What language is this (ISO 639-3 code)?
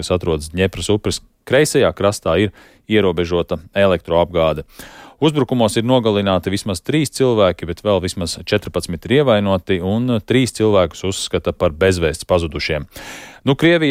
lav